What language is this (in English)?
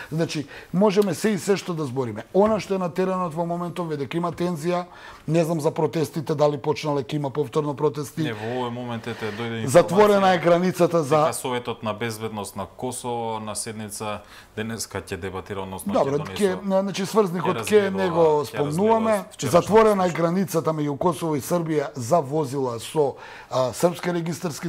Macedonian